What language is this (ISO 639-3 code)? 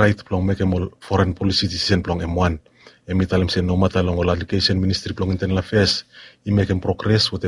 bis